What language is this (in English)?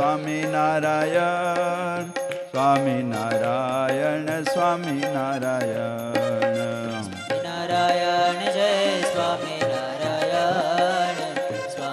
Gujarati